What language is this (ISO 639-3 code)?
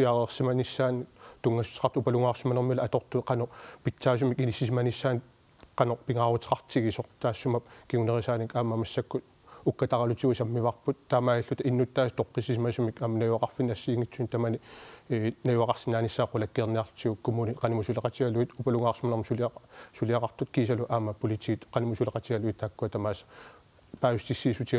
kal